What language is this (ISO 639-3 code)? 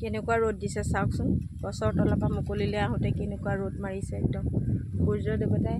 asm